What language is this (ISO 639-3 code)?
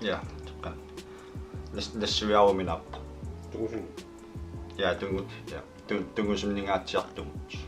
kal